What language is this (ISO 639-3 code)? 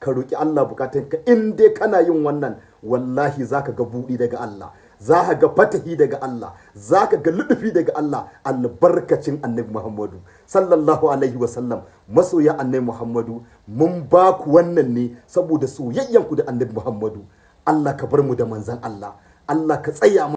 hau